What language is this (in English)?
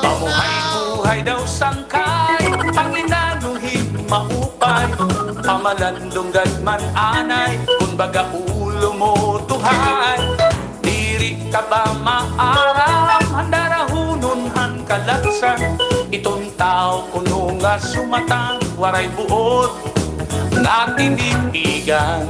Waray